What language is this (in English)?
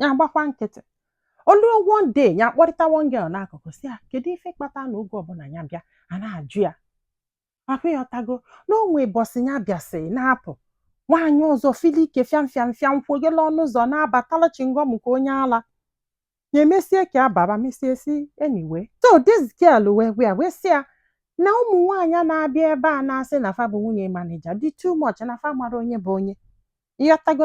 Igbo